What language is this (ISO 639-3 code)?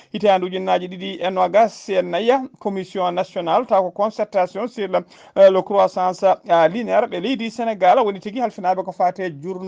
ful